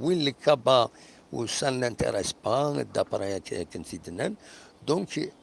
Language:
Kabyle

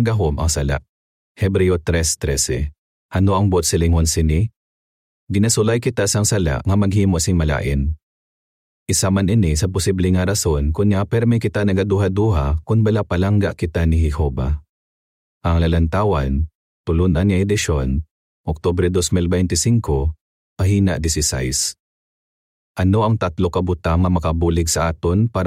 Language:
Hiligaynon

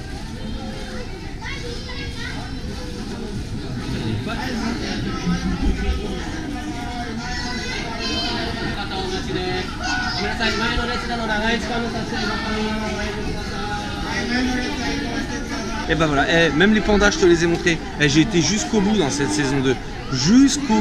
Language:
French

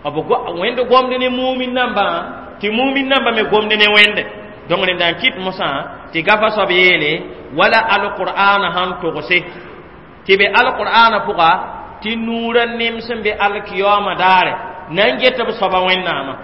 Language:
Mossi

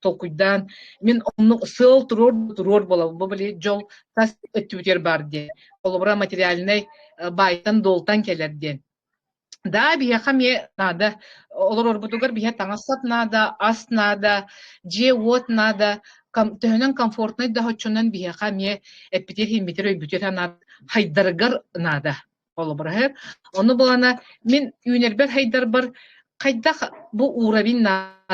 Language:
Yakut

